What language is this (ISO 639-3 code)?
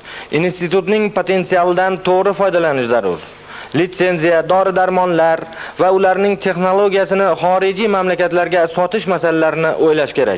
uzb